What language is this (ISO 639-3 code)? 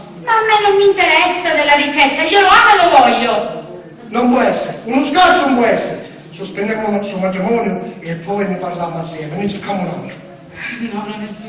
scn